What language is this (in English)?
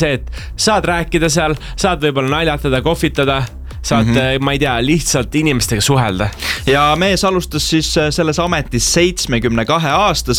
Estonian